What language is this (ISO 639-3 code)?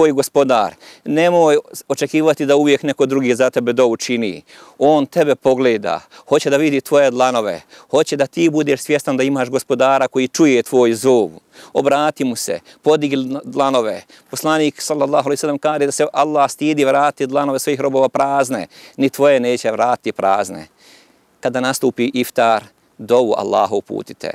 bos